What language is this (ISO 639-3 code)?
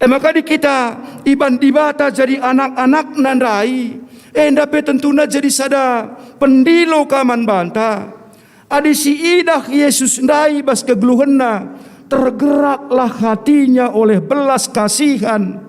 btx